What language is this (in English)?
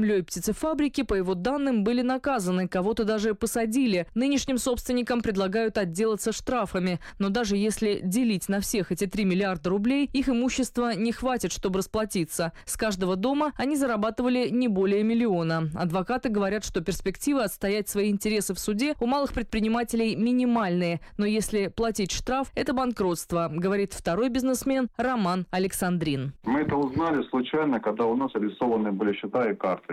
Russian